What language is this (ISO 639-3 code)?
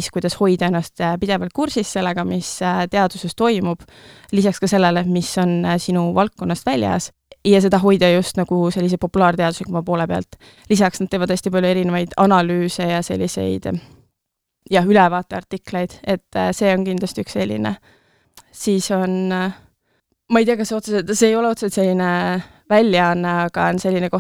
est